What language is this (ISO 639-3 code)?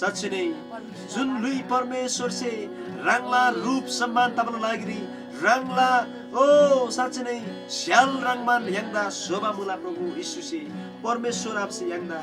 taj